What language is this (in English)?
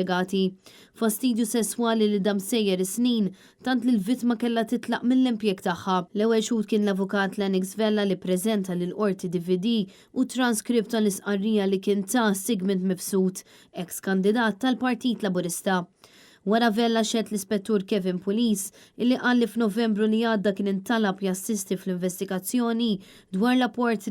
Maltese